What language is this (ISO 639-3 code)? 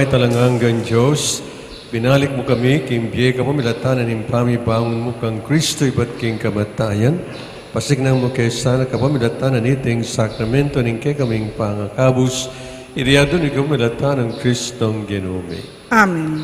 pam